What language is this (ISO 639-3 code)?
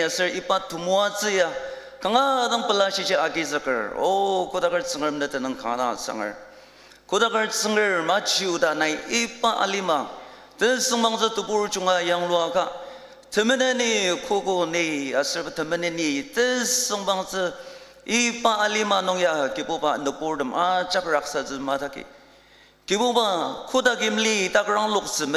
njo